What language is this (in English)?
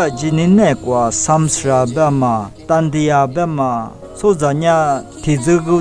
Lisu